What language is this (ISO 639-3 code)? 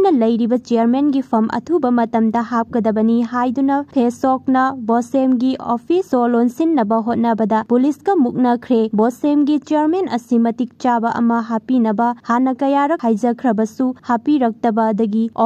mni